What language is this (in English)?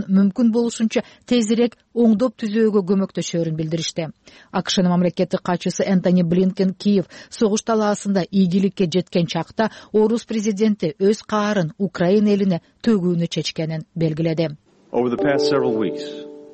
Kyrgyz